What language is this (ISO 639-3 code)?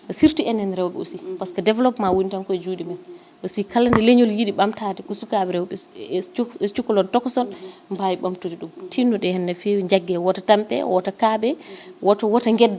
ful